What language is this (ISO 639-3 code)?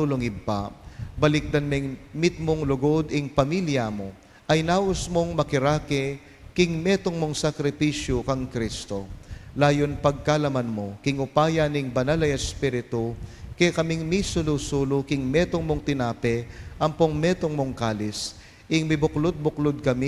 pam